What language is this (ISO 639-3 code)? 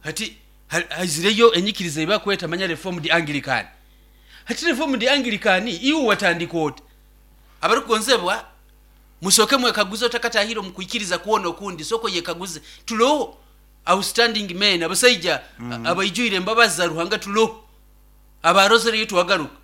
nyo